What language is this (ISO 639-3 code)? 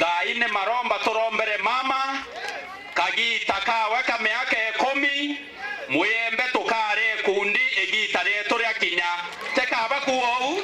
mer